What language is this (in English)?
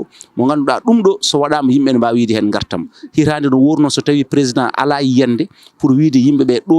Fula